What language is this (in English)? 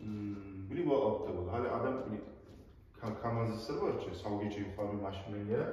Kumyk